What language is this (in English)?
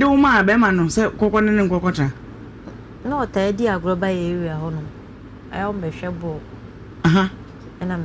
Akan